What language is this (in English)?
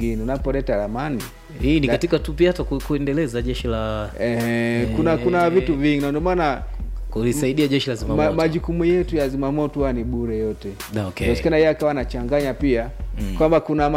Swahili